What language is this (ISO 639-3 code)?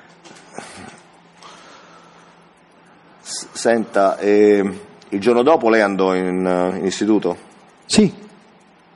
ita